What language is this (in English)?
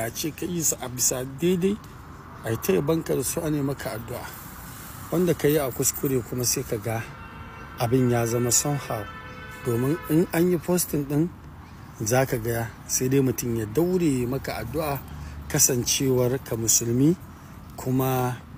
Hausa